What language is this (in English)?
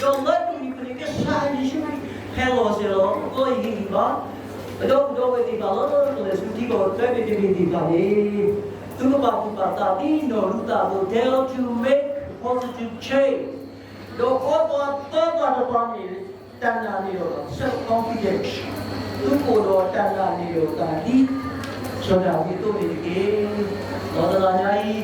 S'gaw Karen